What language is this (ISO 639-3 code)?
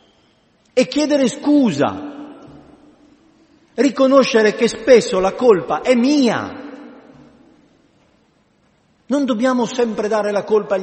ita